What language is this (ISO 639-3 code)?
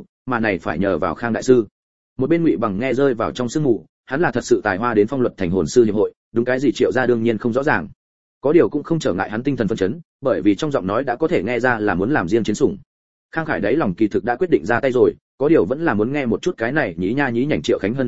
vie